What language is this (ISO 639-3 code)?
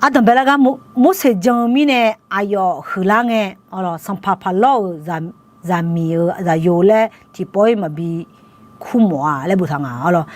ahk